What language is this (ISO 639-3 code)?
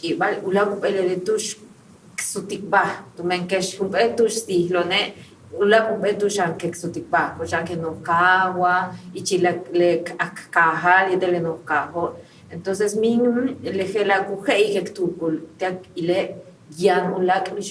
yua